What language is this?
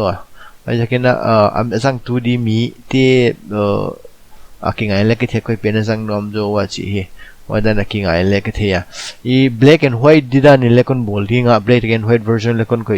Paite Chin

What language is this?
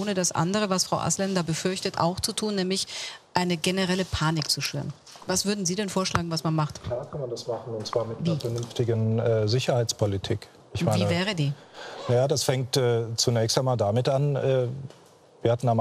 German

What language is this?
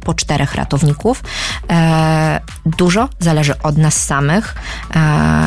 Polish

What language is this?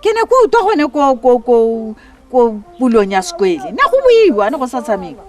Tswana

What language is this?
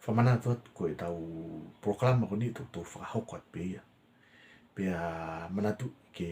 Tongan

